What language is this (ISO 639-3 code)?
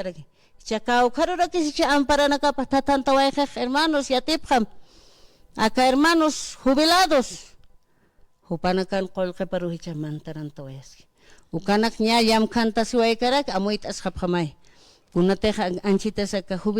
aym